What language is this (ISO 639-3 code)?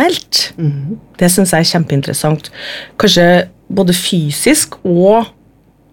nor